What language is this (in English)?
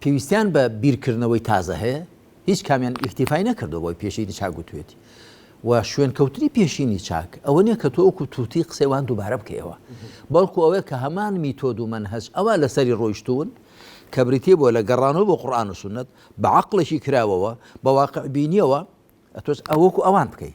Central Kurdish